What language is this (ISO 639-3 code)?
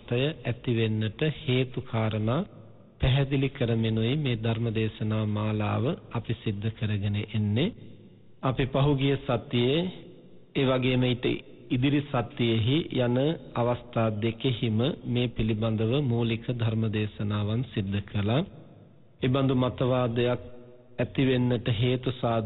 sin